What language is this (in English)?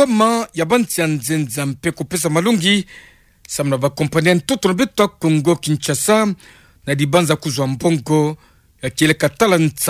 Kituba (Democratic Republic of Congo)